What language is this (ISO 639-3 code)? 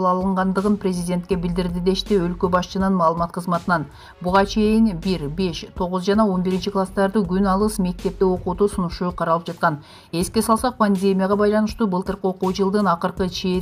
kir